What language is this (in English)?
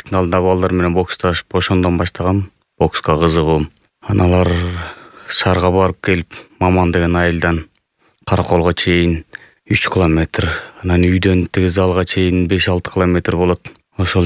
Kyrgyz